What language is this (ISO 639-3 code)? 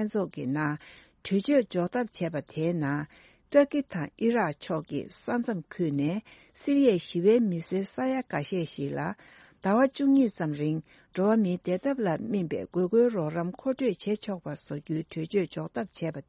bod